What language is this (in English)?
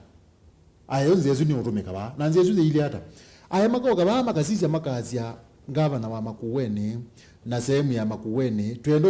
Kamba